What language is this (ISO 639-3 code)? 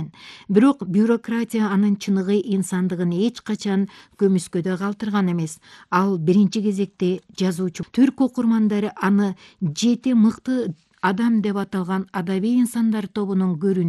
kir